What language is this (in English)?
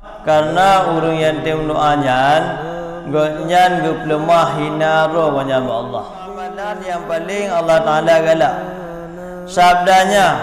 Achinese